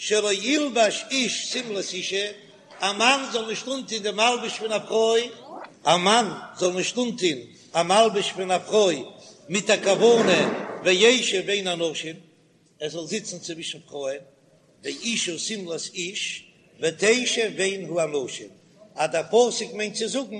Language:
Yiddish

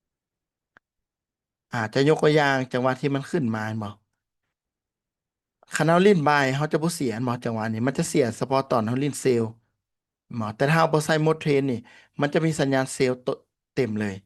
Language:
Lao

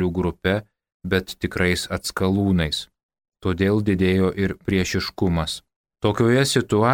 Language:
Lithuanian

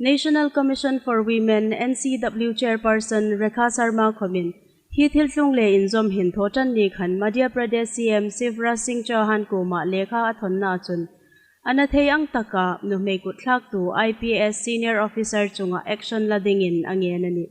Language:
Hmar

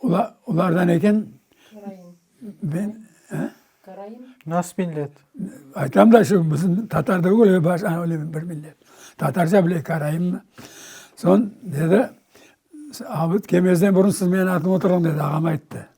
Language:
Crimean Tatar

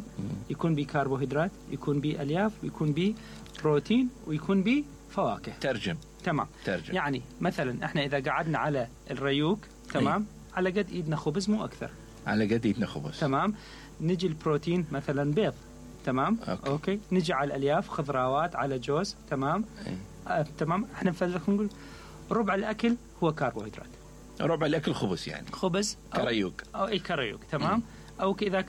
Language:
Mesopotamian Arabic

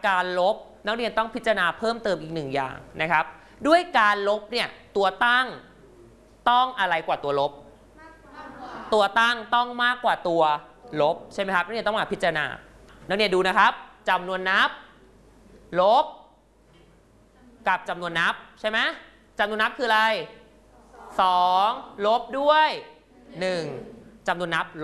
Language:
Thai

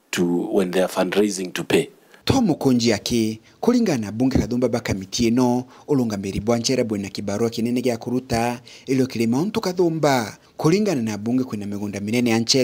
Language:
Meru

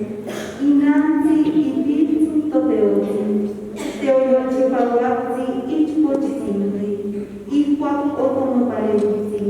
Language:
Eastern Huasteca Nahuatl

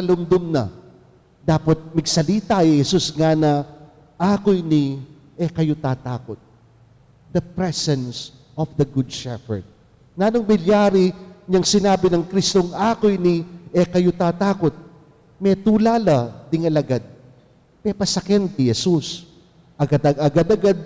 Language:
Pampanga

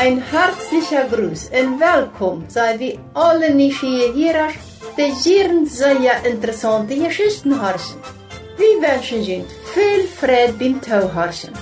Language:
Plautdietsch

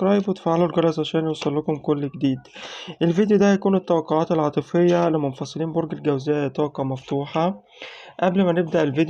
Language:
Egyptian Arabic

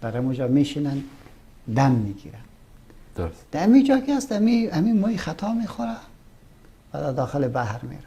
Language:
Persian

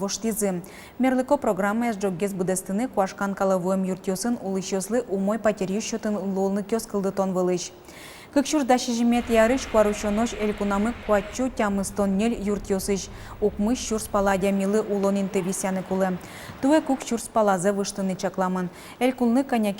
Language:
Udmurt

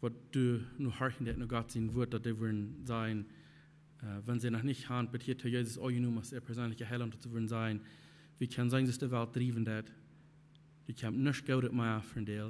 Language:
Plautdietsch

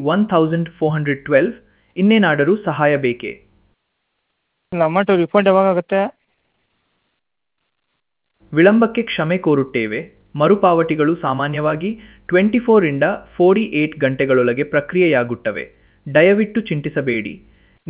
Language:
Kannada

